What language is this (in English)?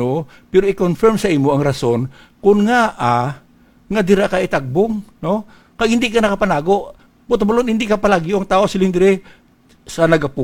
Hiligaynon